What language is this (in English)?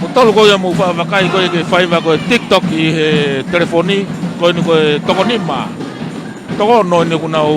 Tongan